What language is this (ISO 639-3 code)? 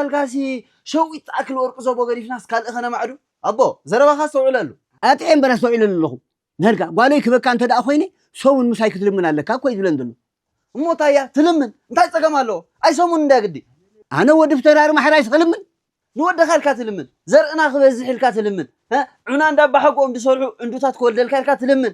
tir